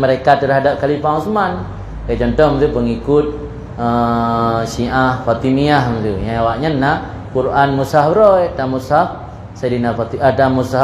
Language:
Achinese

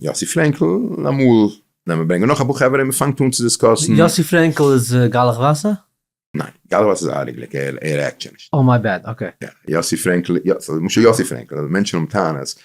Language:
Yiddish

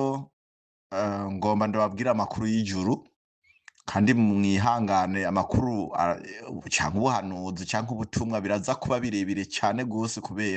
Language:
Rundi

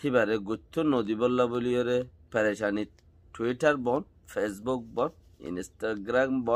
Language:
Rohingya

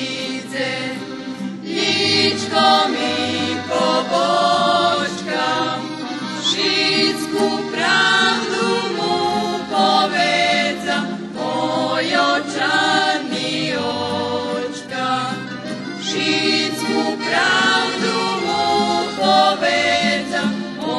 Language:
Rusyn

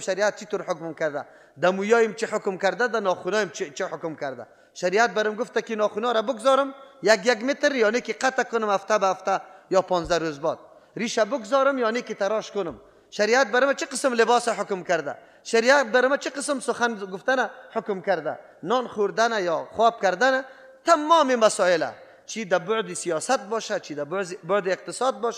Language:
Persian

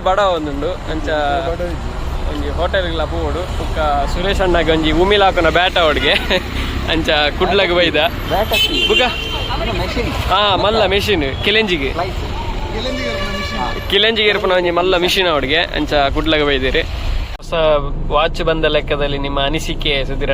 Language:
Tulu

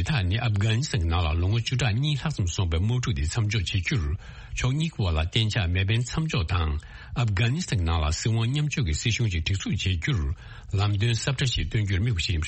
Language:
Tibetan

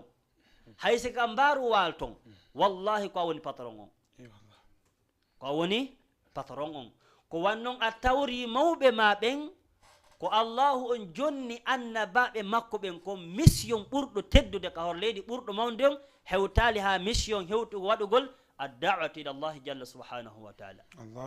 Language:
Fula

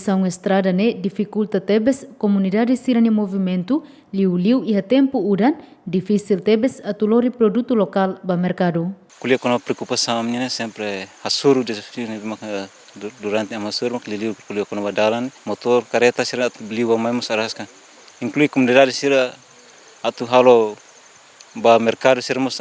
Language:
Tetum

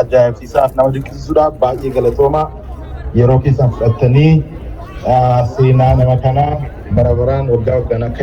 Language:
Oromo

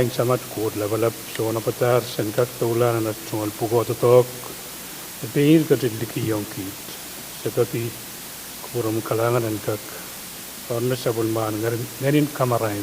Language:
Pohnpeian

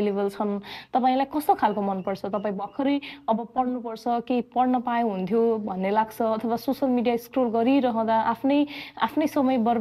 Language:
Nepali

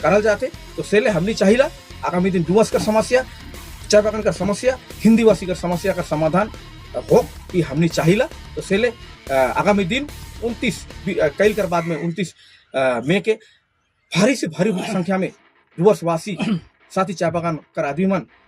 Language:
Sadri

